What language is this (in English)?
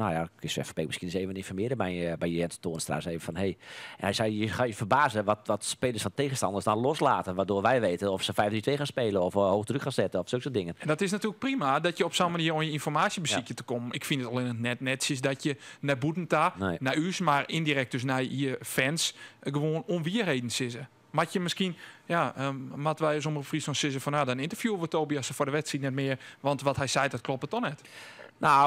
Western Frisian